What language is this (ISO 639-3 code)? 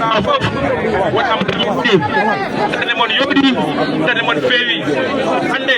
ful